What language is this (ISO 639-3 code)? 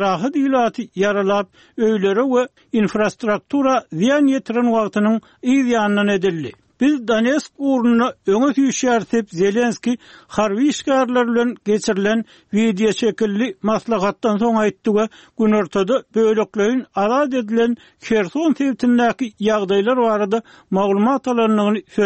tuk